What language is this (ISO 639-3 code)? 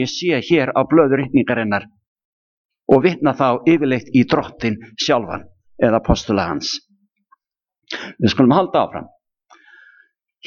isl